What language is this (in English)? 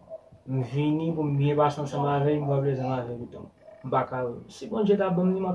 Haitian Creole